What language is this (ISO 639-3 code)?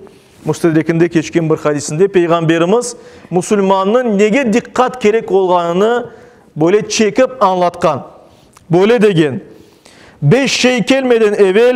crh